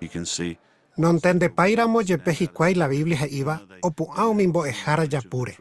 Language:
Guarani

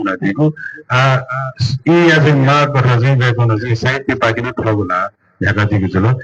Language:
Newari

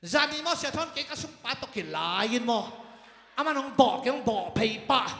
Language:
Tedim Chin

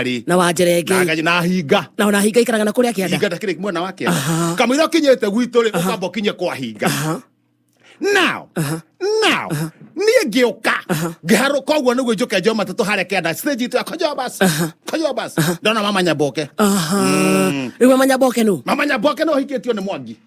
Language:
Kikuyu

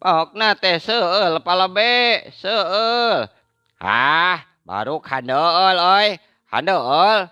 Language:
Sundanese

